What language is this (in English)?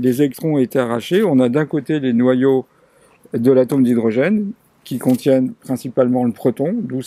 French